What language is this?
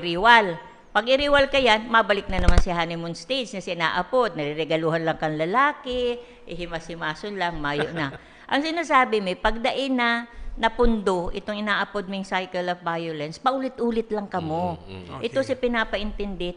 Bikol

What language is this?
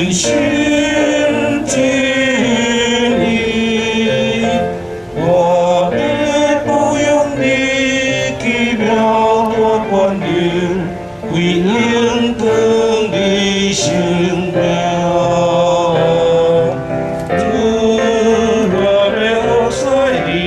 Chinese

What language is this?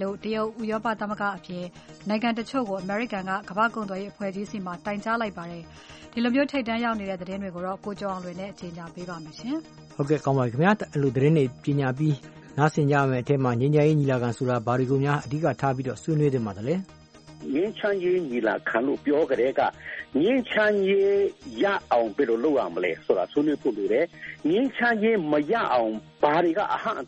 Burmese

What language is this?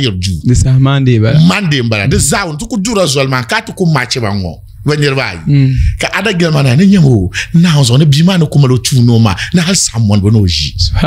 Dagbani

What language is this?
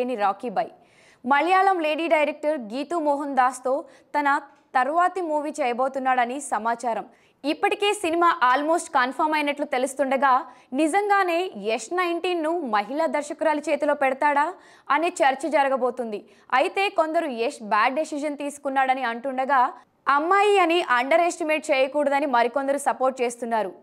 Telugu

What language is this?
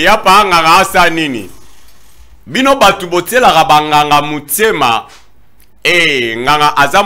Lingala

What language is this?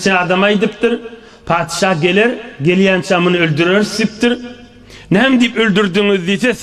Turkmen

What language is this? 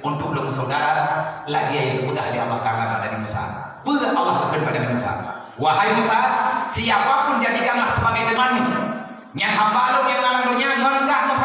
Achinese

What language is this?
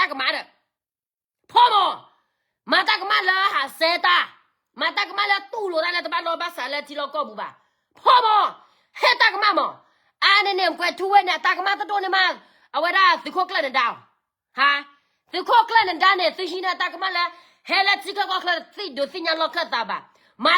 S'gaw Karen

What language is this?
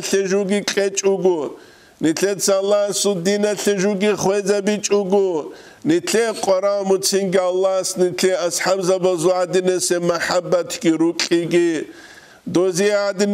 Avaric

